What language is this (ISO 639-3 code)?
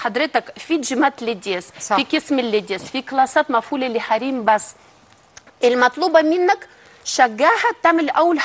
arz